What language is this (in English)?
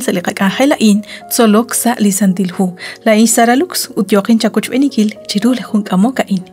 Kekchí